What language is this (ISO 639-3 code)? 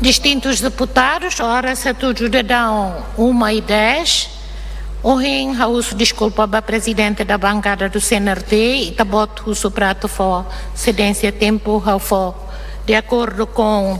tet